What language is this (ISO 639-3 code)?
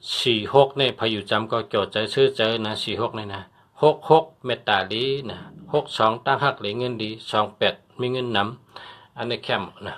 shn